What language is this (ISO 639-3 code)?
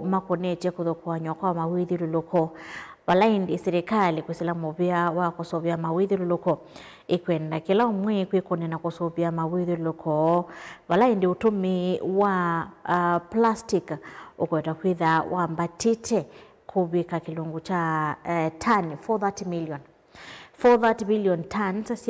kam